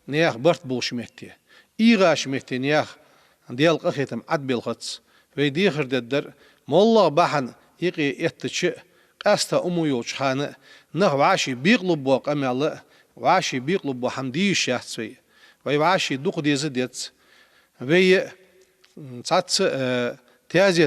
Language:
Ingush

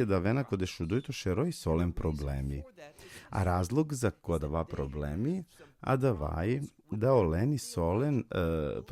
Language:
Balkan Romani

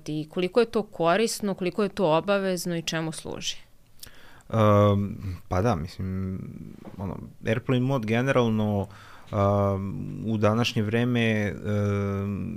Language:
Serbian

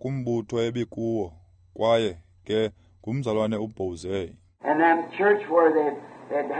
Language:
Xhosa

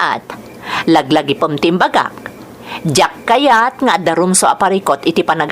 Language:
Iloko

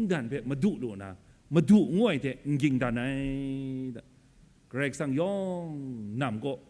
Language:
Kachin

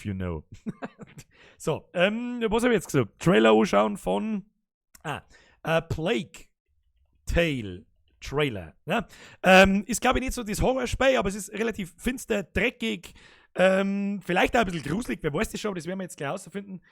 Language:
Bavarian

